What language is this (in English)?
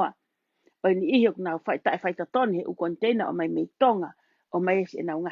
Tongan